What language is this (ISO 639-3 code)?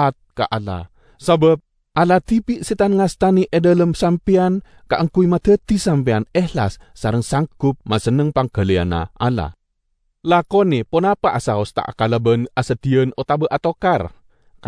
mad